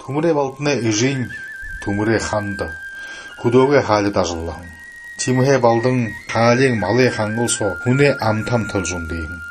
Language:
Buriat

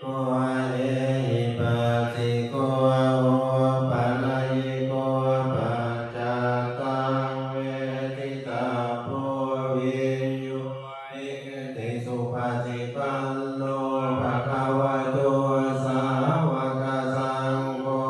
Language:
Pali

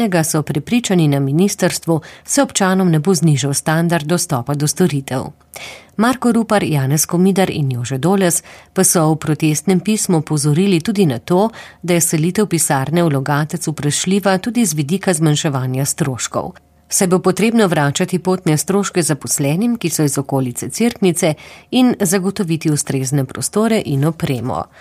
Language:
Slovenian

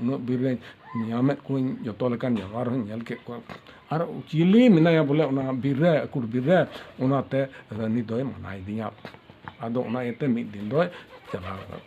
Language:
Santali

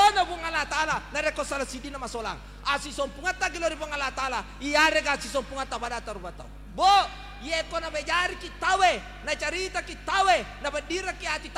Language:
Buginese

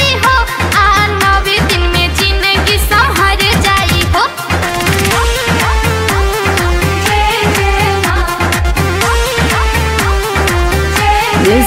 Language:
Bhojpuri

